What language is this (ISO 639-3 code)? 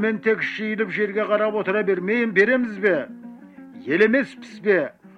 kaz